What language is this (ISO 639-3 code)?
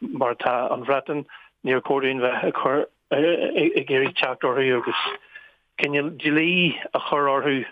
gle